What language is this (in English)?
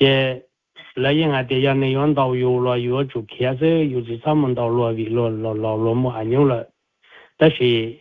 Hmong